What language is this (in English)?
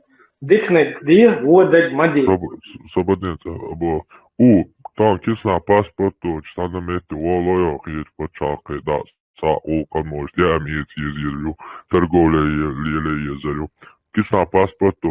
Chechen